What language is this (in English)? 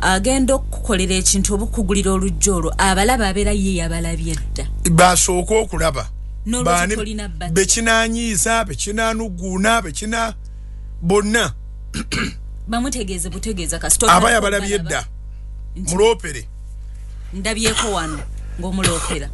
Ganda